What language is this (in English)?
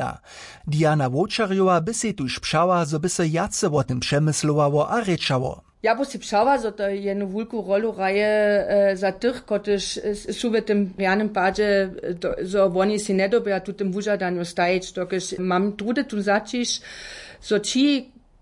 Upper Sorbian